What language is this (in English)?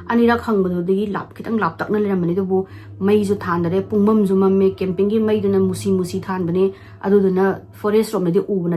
Manipuri